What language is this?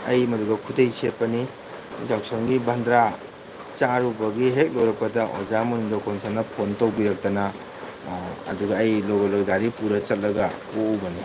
Manipuri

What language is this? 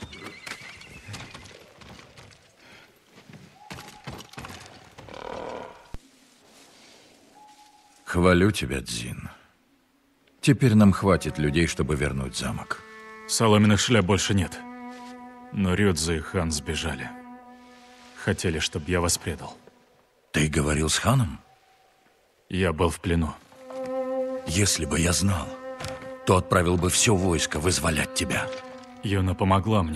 Russian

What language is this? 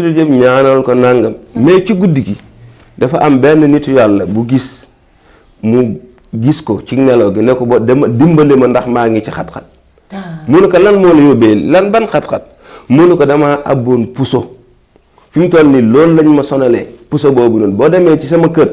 Wolof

